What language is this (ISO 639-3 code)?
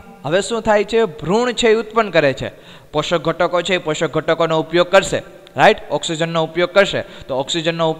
guj